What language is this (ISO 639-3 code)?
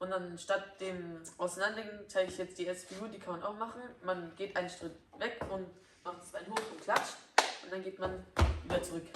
bar